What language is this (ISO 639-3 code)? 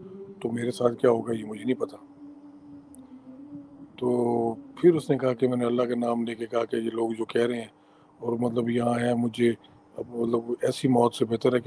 urd